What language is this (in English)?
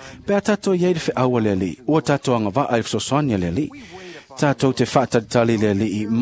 Samoan